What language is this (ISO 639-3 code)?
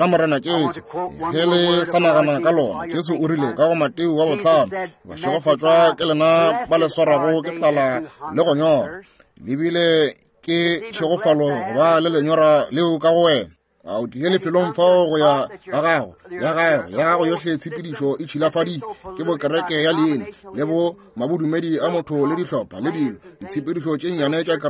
nso